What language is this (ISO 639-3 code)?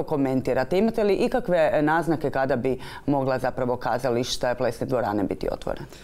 hrv